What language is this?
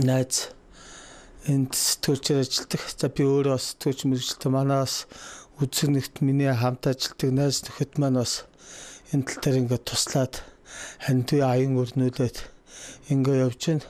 Mongolian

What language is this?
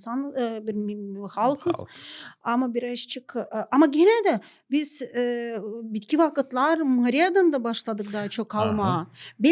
Gagauz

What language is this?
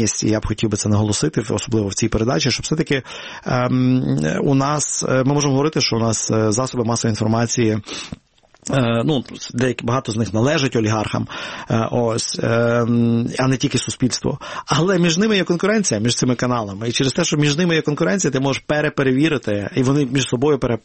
Ukrainian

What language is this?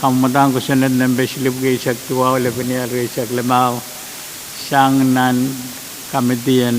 Pohnpeian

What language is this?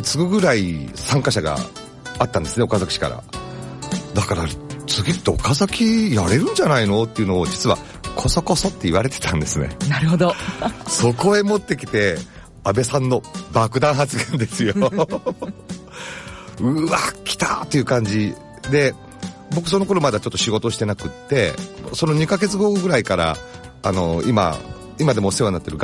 Japanese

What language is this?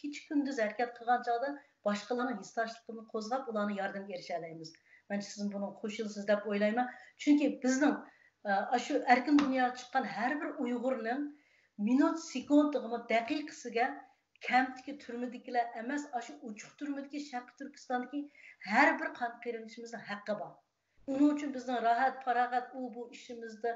Uyghur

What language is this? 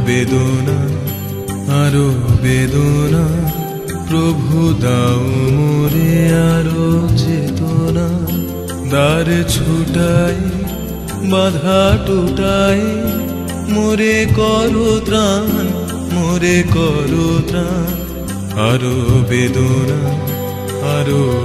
Bangla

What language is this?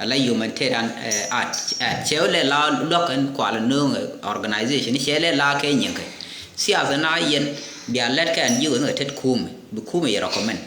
Nuer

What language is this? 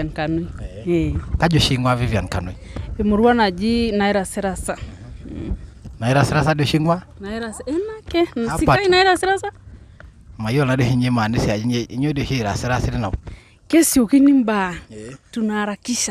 Masai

